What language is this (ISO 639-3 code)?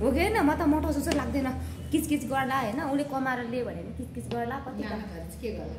nep